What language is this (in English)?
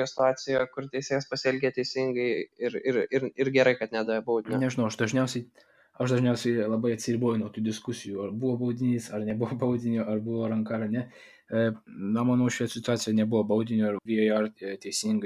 Lithuanian